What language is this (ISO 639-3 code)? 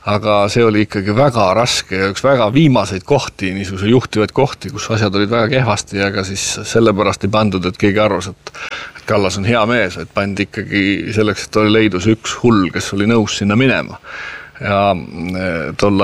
est